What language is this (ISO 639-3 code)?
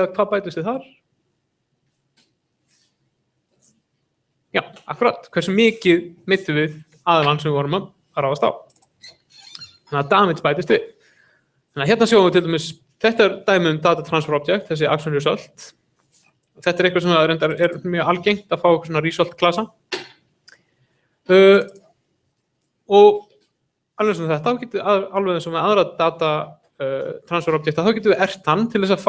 isl